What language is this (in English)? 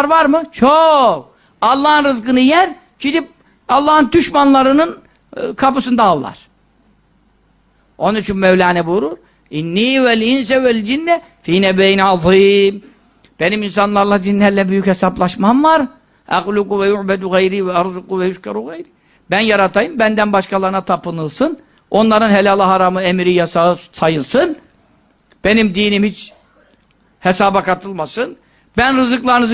Turkish